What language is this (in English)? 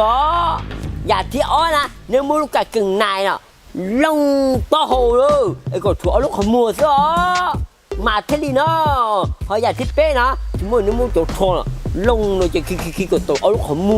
Hmong